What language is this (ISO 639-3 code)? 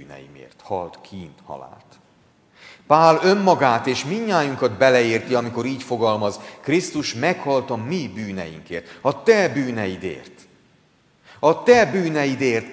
hun